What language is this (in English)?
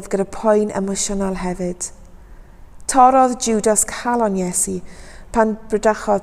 Welsh